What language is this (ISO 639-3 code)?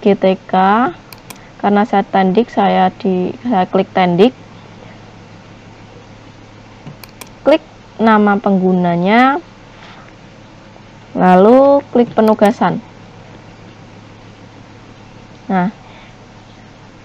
ind